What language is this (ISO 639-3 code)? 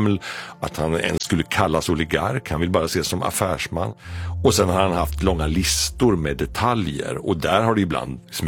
swe